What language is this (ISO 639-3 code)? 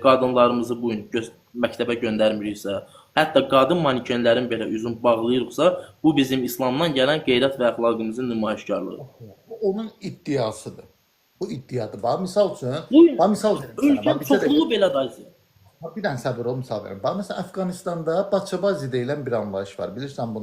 aze